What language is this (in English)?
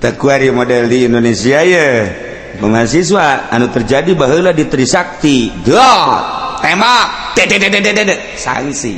Sundanese